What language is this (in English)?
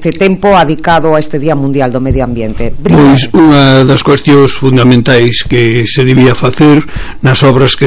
Galician